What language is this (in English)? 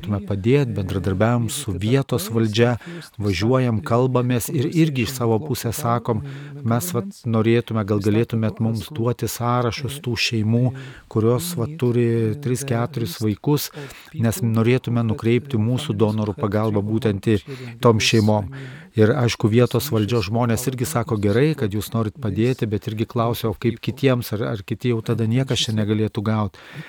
Lithuanian